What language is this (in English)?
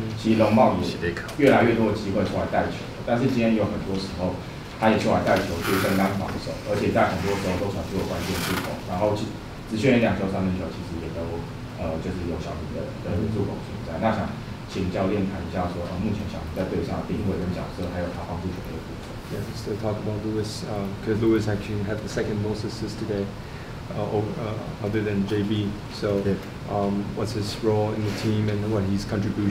Chinese